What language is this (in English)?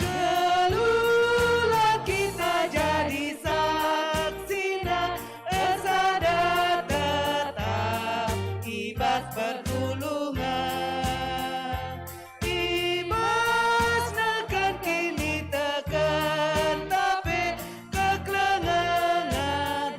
Batak Karo